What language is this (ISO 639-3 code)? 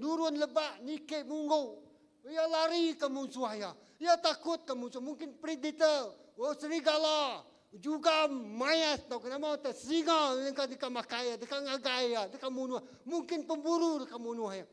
iba